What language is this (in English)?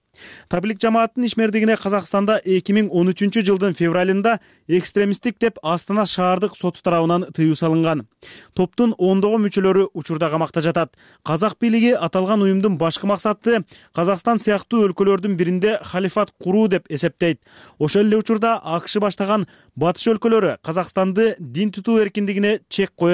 Kyrgyz